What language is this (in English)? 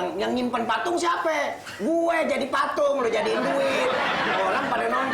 Betawi